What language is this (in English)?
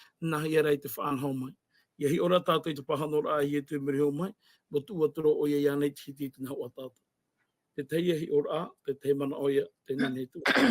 Tahitian